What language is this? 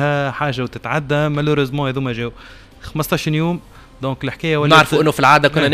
Tunisian Arabic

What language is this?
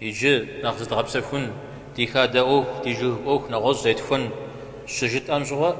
Kabardian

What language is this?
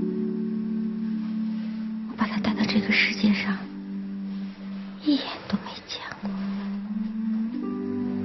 Chinese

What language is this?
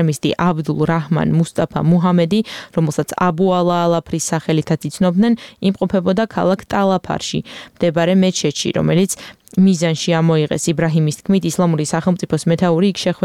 Georgian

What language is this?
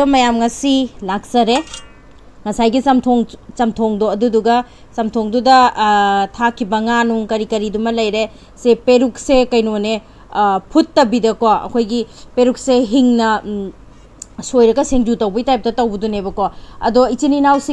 Manipuri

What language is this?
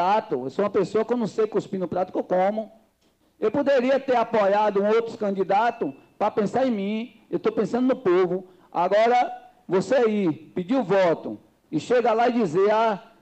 Portuguese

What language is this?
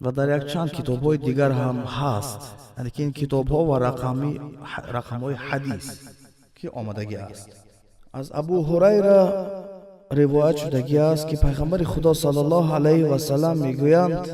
Tajik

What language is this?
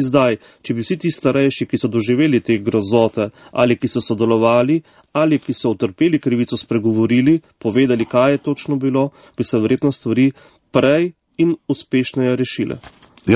Slovenian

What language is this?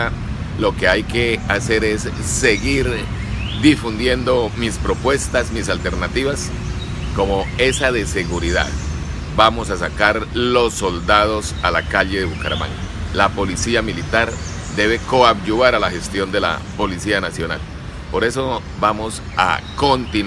Spanish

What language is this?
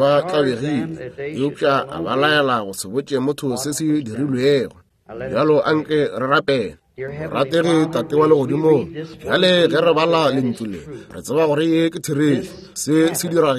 Northern Sotho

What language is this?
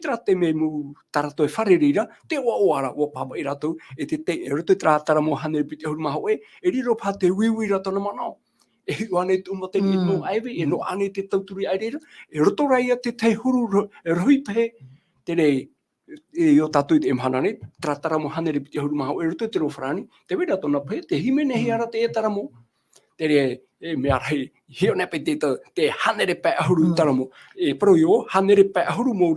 Tahitian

